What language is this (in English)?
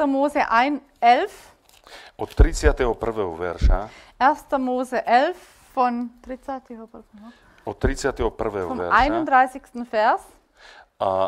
Slovak